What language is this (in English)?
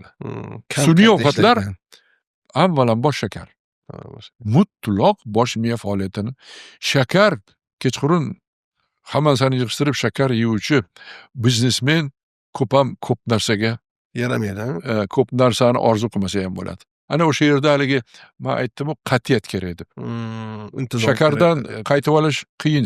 Uzbek